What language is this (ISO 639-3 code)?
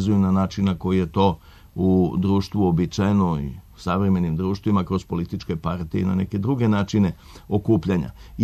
srp